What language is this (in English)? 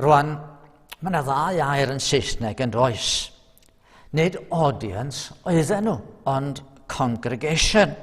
Welsh